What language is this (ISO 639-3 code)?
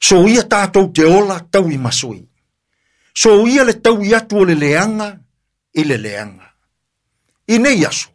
smo